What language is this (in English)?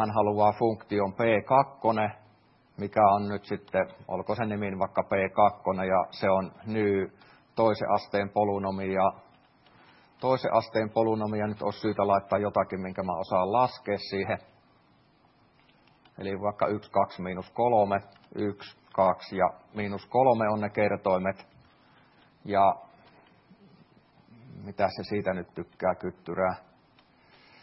Finnish